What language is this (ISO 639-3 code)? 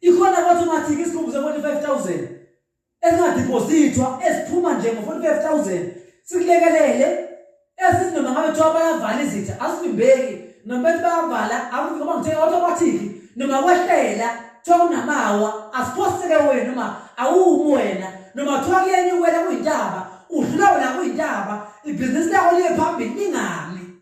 zul